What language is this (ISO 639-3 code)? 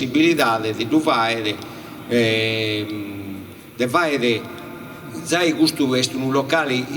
srd